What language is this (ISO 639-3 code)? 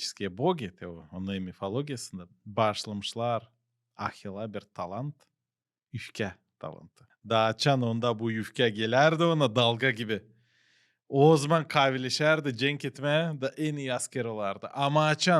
gag